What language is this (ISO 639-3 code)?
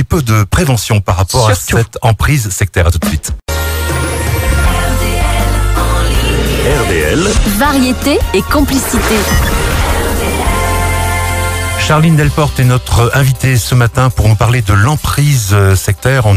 fra